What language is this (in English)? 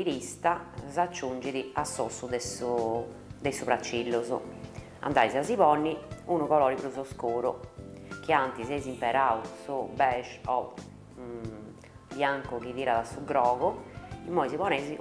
Sardinian